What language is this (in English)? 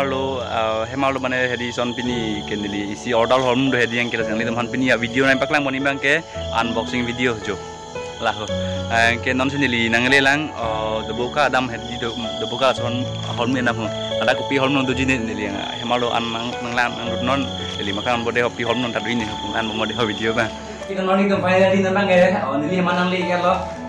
Karbi